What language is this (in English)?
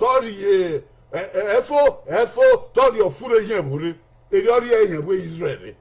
Bini